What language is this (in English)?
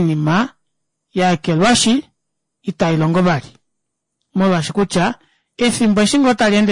Kuanyama